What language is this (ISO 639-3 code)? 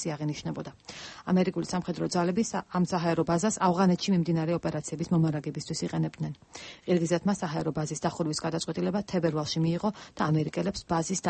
kat